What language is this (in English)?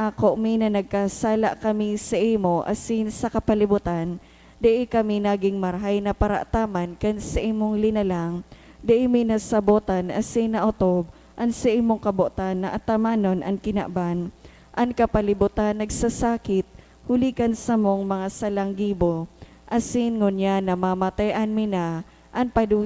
Bikol